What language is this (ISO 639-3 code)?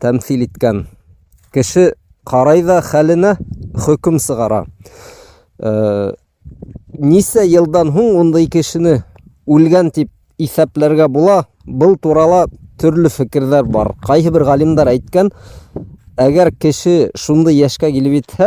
bak